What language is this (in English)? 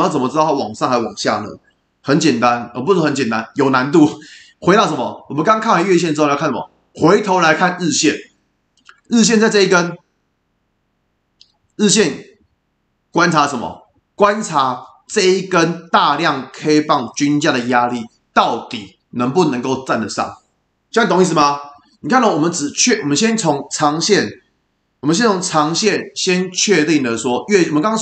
Chinese